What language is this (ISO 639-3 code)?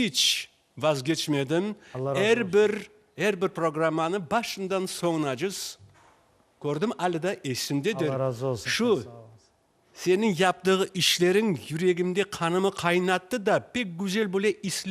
crh